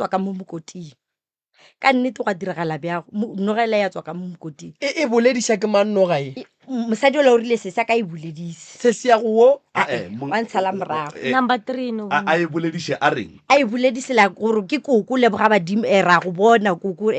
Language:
Northern Sotho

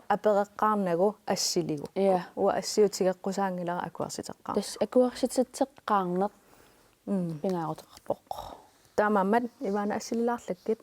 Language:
Kalaallisut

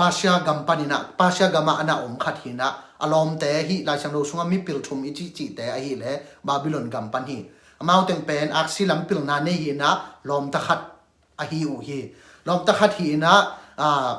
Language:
Tedim Chin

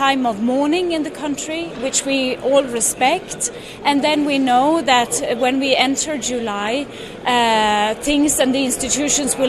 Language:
Nyanja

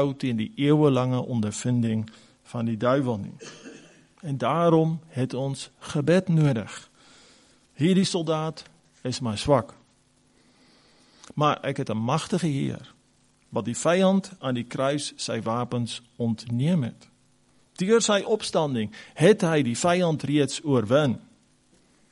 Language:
Afrikaans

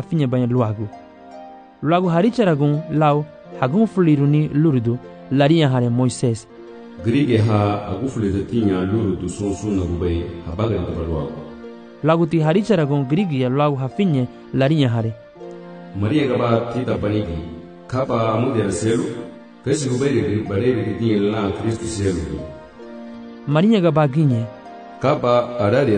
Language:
Garifuna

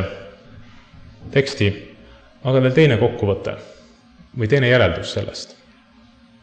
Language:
Estonian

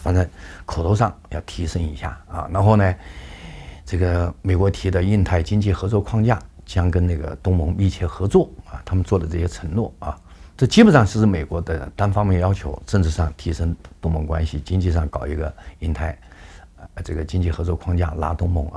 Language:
Chinese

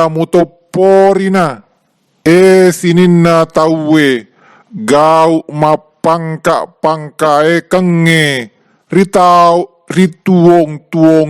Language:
Buginese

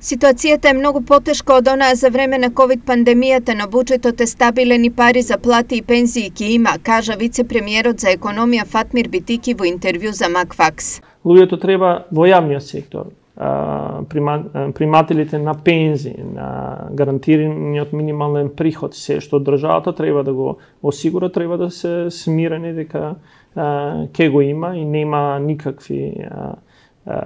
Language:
Macedonian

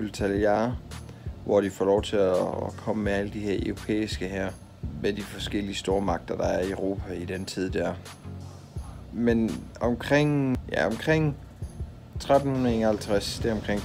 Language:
Danish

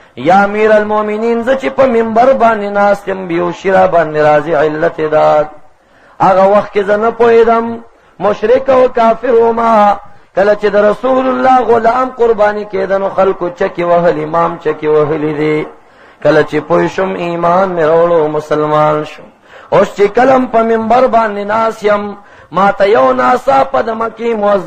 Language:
Pashto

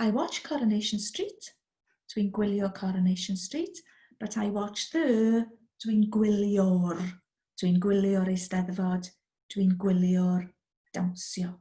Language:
Welsh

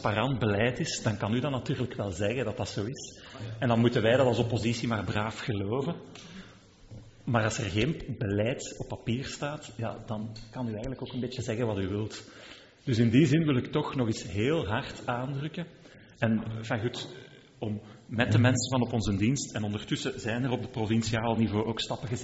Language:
Dutch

